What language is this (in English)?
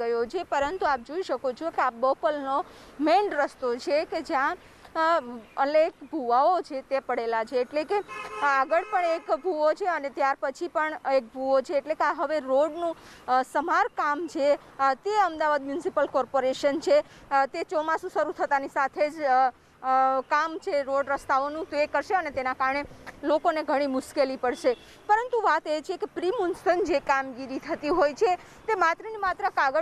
Gujarati